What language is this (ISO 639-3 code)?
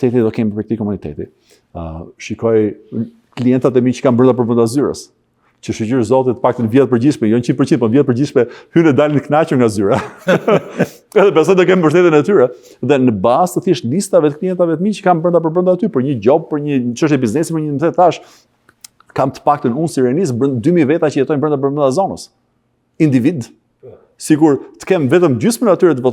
sqi